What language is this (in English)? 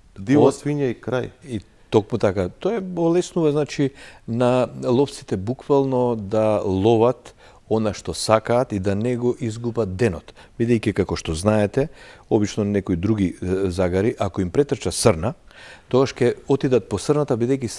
Macedonian